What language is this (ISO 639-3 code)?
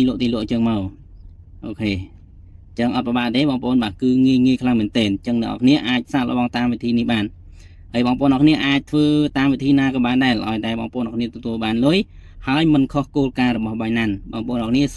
khm